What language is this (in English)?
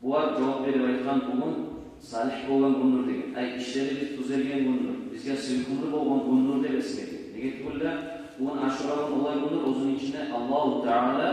Kumyk